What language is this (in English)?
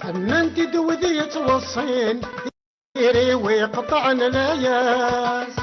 Kabyle